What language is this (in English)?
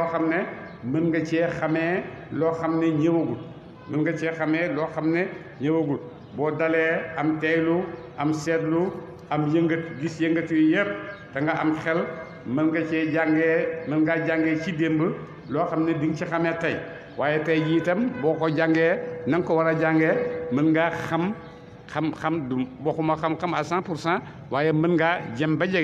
Wolof